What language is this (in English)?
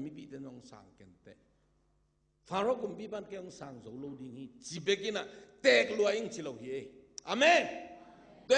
Tedim Chin